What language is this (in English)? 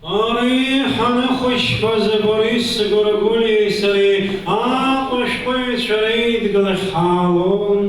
Abkhazian